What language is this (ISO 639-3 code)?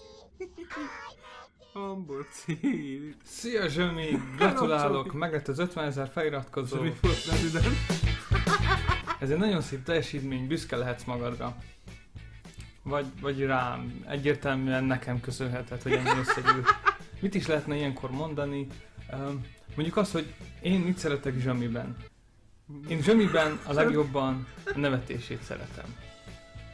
hun